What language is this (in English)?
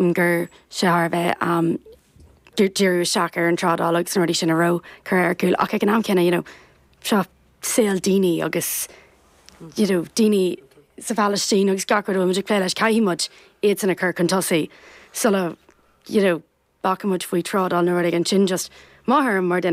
Irish